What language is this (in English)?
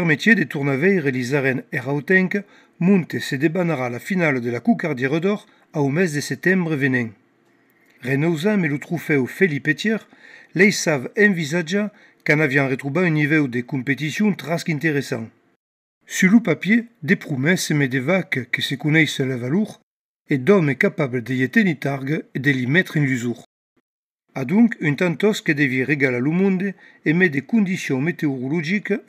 Occitan